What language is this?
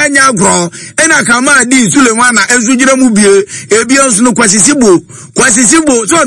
Akan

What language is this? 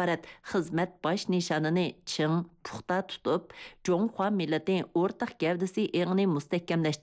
Uyghur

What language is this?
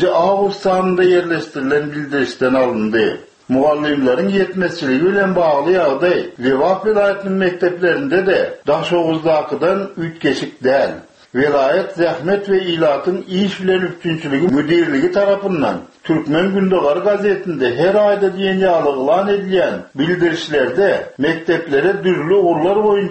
Turkmen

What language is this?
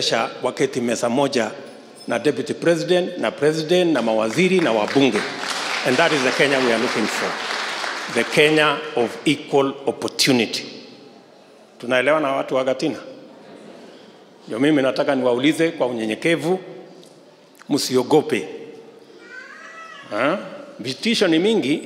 Swahili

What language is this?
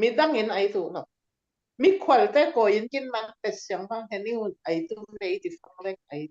Falam Chin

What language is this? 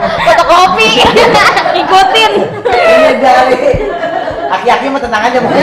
Betawi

